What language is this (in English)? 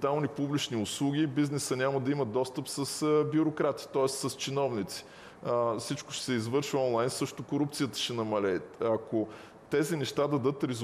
Bulgarian